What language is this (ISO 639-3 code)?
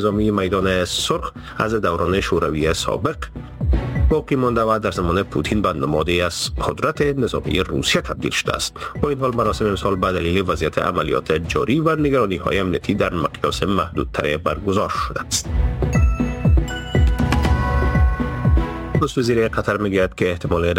fas